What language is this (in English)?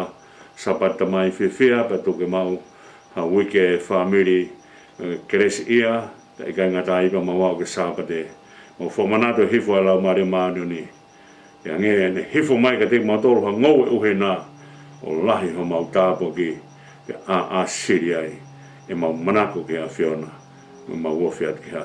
Tongan